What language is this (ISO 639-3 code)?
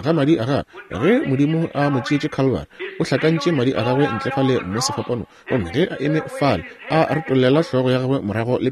nso